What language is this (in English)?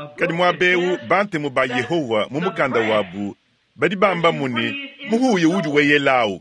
Luba-Lulua